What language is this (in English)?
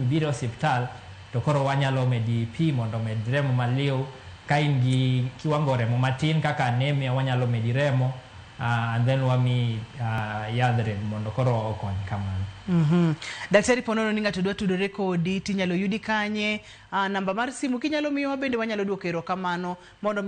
Luo (Kenya and Tanzania)